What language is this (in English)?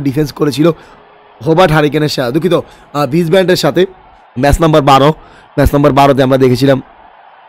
Bangla